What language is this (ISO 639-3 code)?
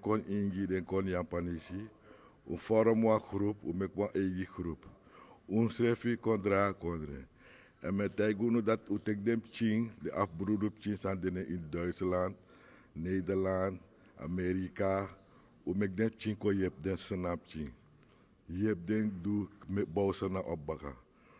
srn